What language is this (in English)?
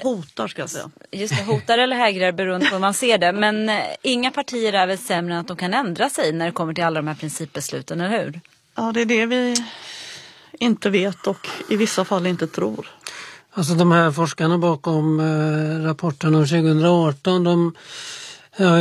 Swedish